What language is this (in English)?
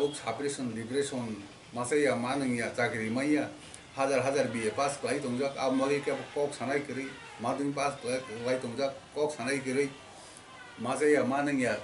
Kok Borok